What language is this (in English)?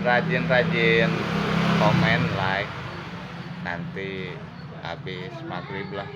Sundanese